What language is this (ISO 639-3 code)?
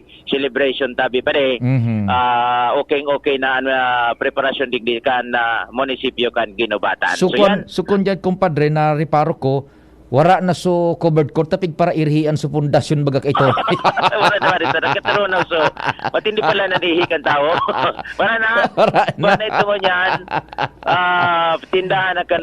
bik